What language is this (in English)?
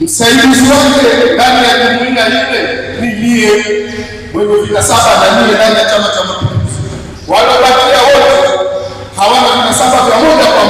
Swahili